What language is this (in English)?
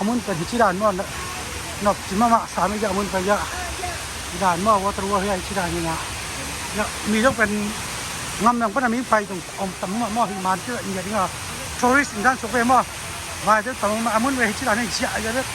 Tedim Chin